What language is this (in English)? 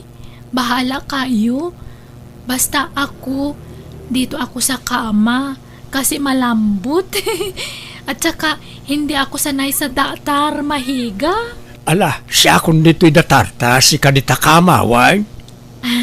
Iloko